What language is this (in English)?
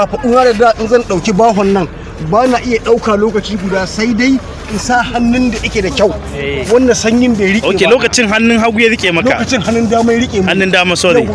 Hausa